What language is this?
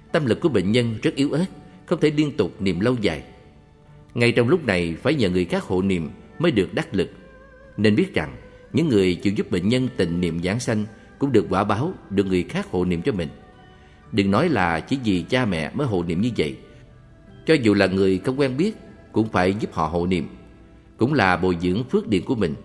Vietnamese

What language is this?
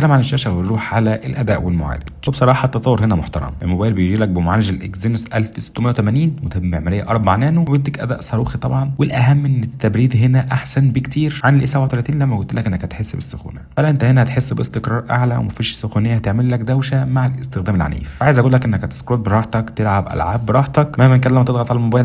Egyptian Arabic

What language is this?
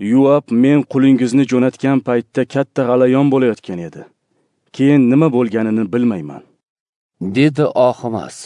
Uzbek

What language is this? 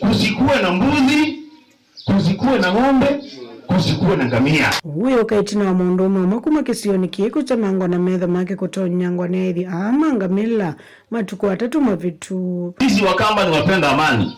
Kamba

